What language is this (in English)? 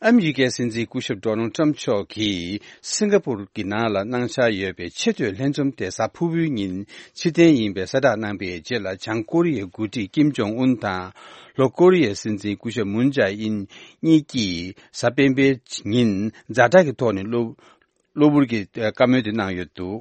Tibetan